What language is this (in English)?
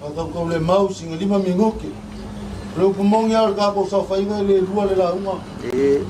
Samoan